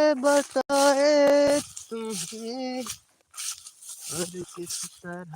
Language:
Karbi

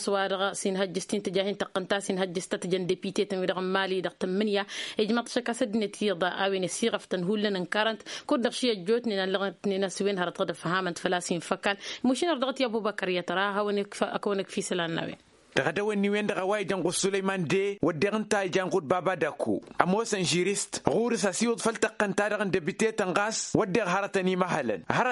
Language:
Tamasheq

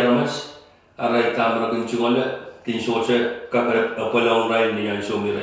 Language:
Pohnpeian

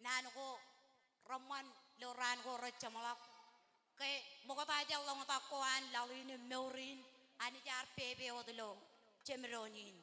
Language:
Marshallese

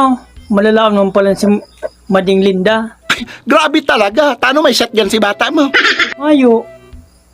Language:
Bikol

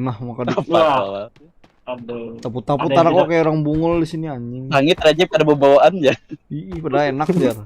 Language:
Banjar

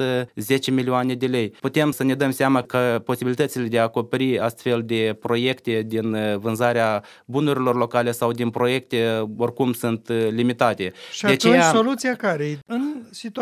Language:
Romanian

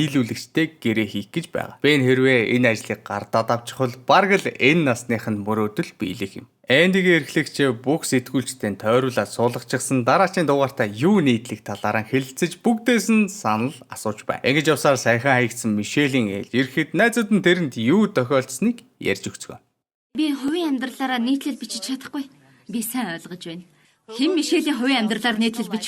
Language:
Mongolian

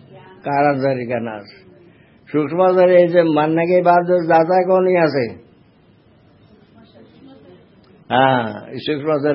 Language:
Hindi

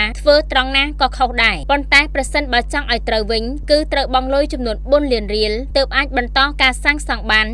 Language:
Khmer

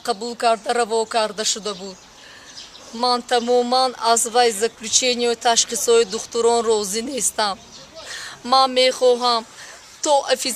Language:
Tajik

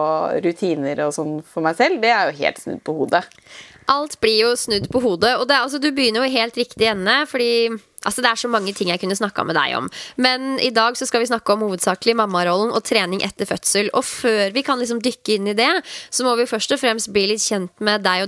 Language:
Norwegian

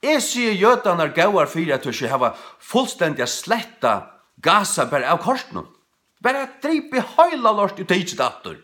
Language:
Faroese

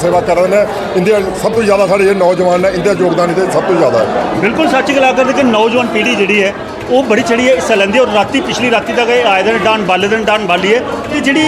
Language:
Dogri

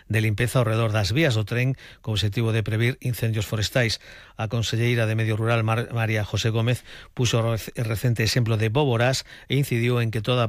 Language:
Galician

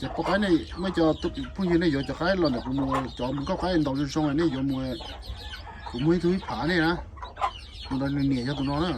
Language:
Hmong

